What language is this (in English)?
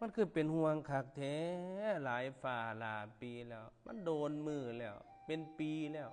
Northeastern Thai